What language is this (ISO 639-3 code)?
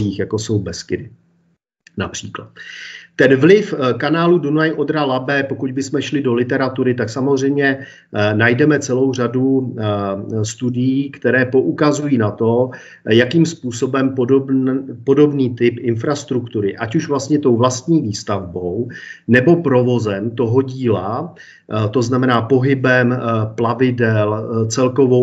ces